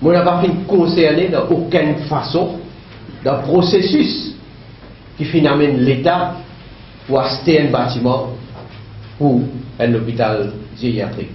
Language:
Morisyen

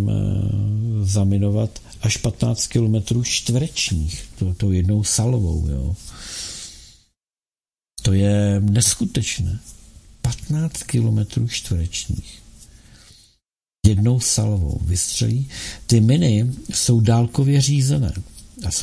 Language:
Czech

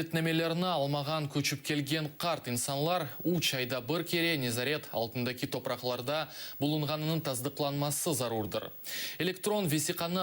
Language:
Crimean Tatar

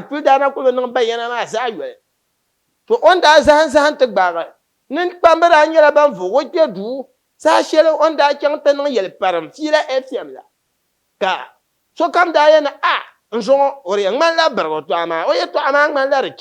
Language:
Dagbani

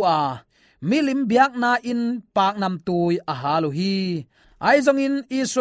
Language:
Tedim Chin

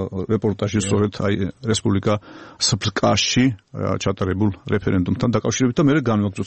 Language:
Georgian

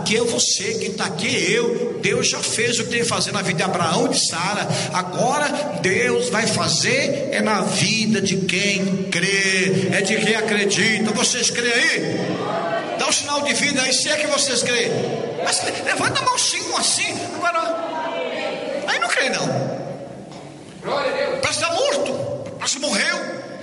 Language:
Portuguese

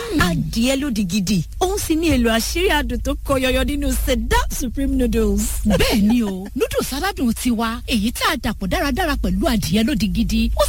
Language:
Yoruba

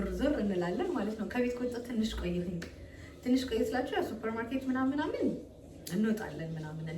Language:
Amharic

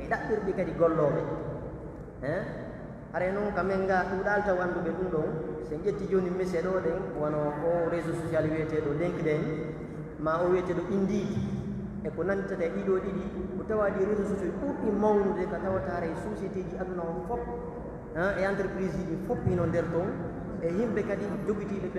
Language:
Pular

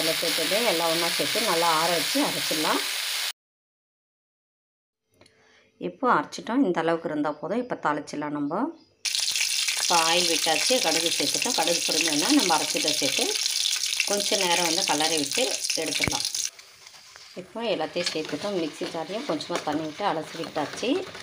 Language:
Tamil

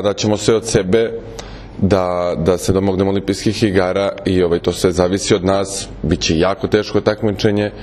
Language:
Serbian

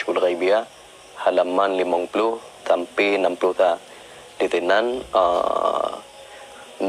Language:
Achinese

